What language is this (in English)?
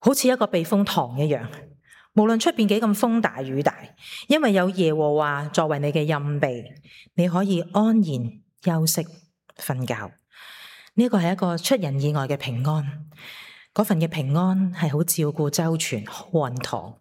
Cantonese